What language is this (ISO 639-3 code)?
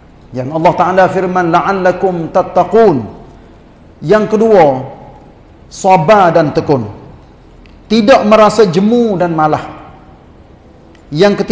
msa